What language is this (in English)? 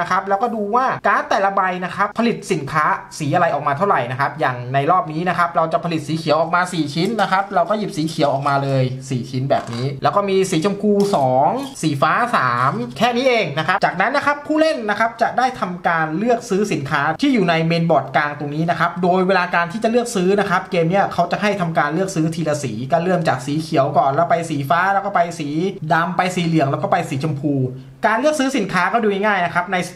Thai